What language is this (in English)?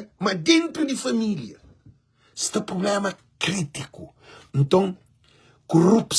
Kabuverdianu